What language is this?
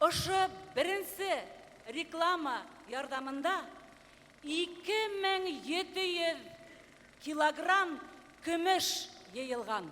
Bashkir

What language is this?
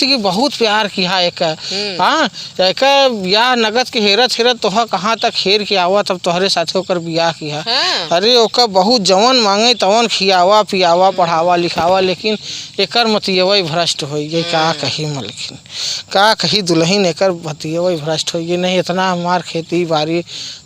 Awadhi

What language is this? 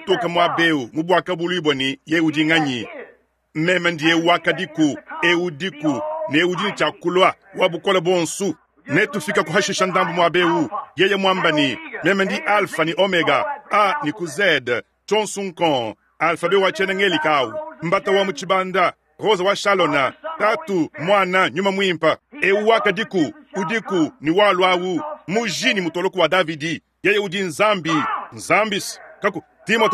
Luba-Lulua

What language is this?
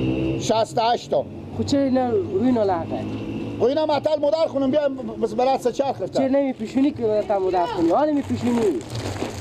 Persian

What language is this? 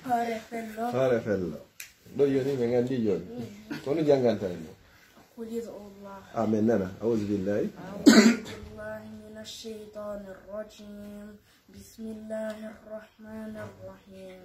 Pular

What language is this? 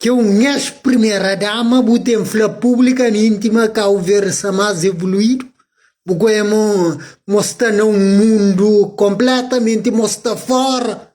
Kabuverdianu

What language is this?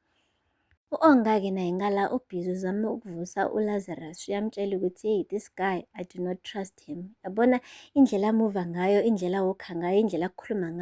Zulu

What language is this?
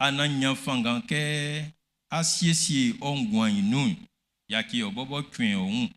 Baoulé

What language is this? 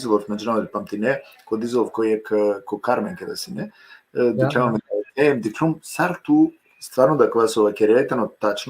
Balkan Romani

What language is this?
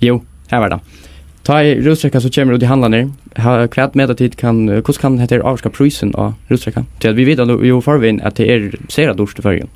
Faroese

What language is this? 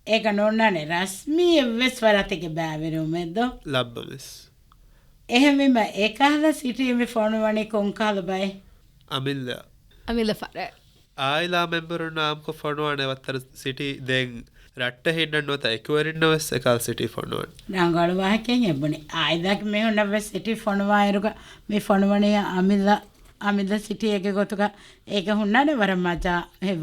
Divehi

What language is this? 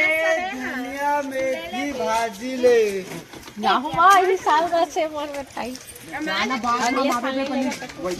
Chhattisgarhi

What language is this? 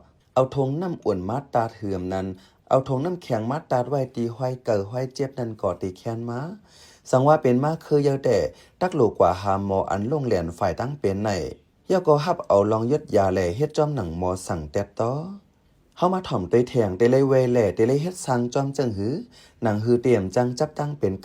Shan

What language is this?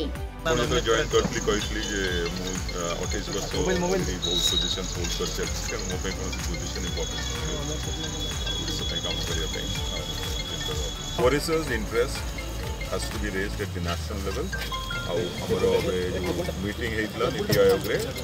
Odia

